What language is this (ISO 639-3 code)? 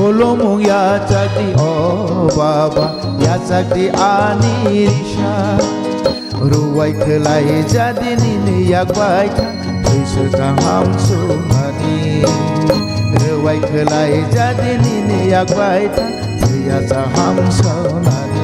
trp